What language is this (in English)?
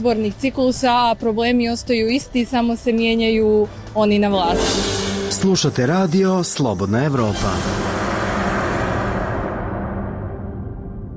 Croatian